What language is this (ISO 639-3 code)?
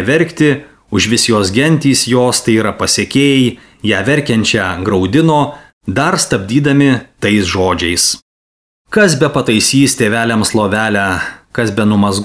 lit